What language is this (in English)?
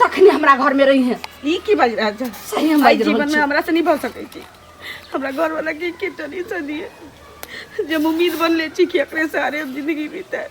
Maithili